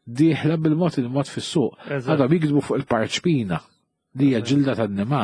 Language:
Maltese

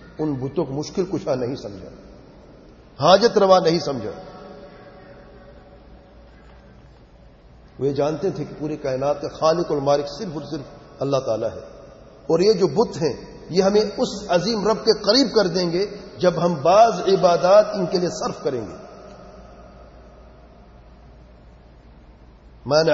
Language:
Urdu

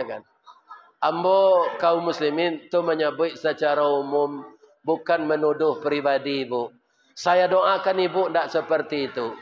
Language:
Minangkabau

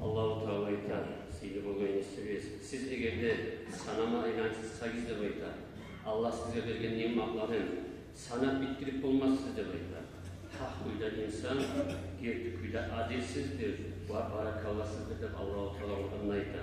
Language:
Kumyk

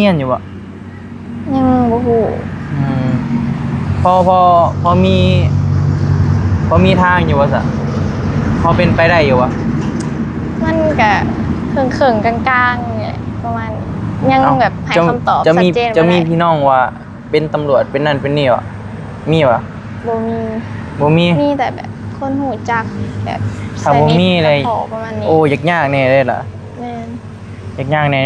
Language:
Northeastern Thai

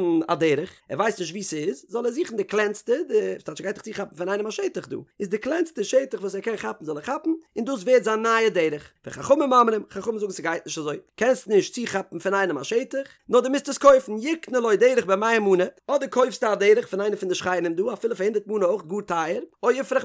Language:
Yiddish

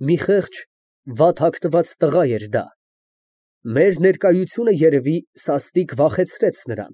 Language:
Armenian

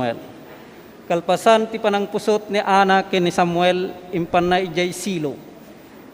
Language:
Iloko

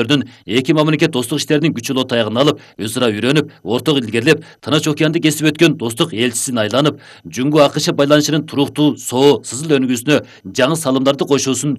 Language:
Kyrgyz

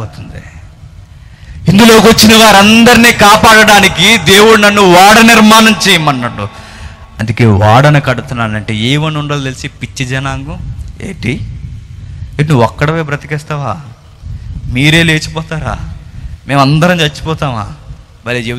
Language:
Telugu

